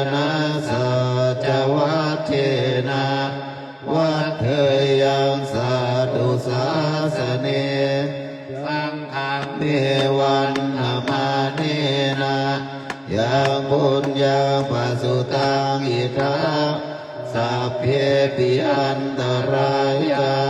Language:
Pali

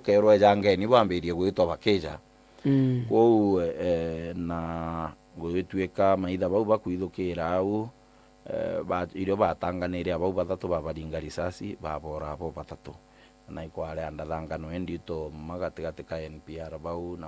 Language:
Meru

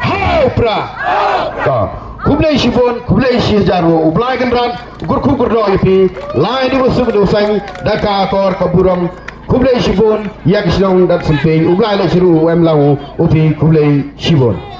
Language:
Pnar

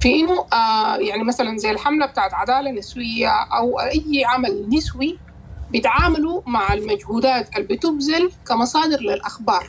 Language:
Sudanese Arabic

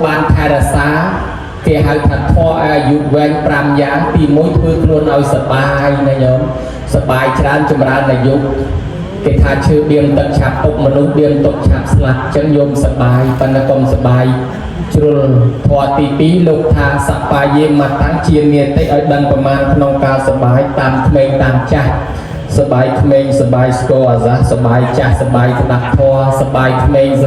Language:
Khmer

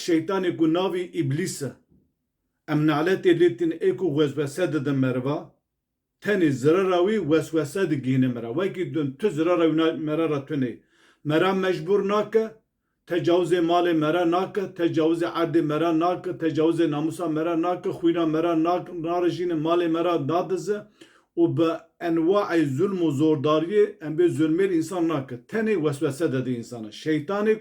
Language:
Kurdish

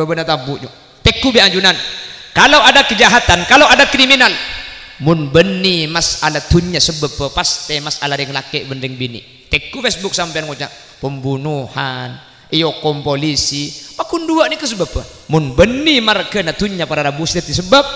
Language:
Madurese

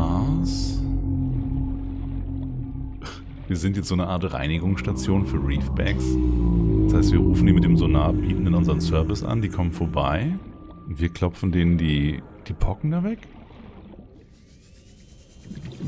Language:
German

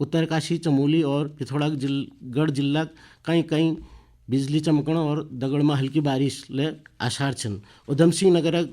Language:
Garhwali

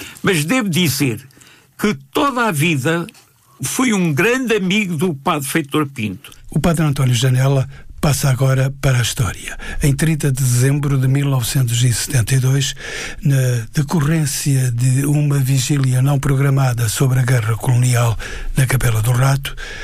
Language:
Portuguese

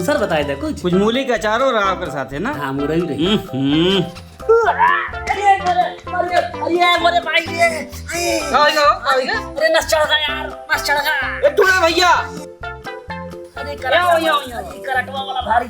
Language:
Awadhi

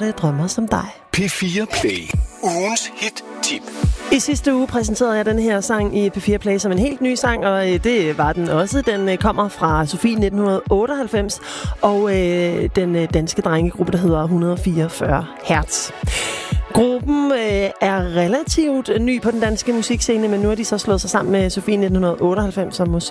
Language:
Danish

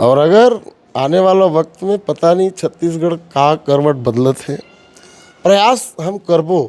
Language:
Chhattisgarhi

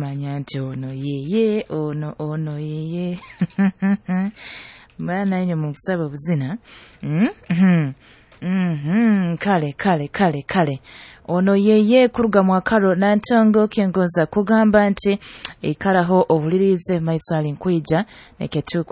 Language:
Nyoro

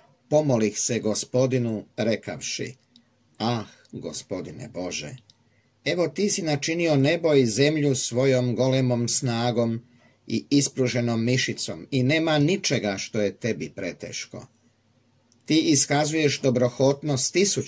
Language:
Croatian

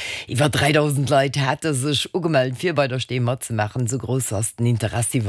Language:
Luxembourgish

